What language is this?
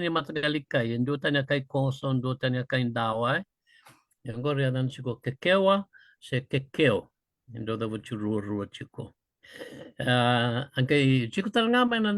Fijian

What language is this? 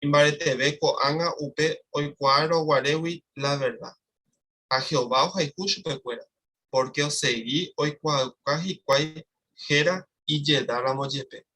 Guarani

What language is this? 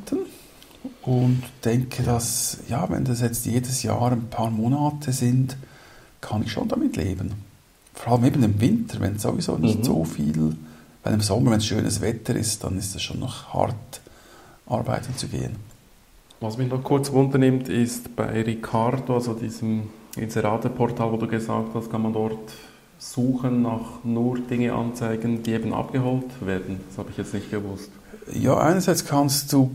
German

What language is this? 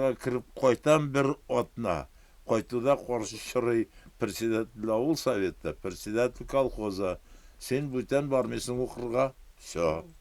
Bashkir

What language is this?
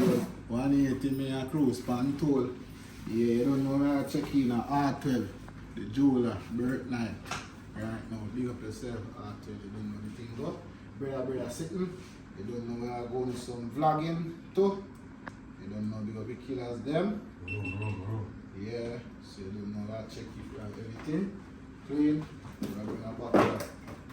Jamaican Creole English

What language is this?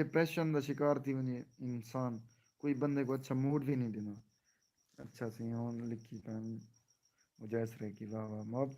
Saraiki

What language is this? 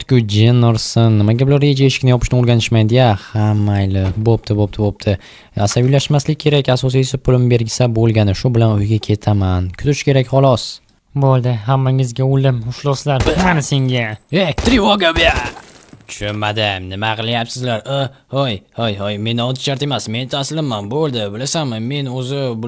Uzbek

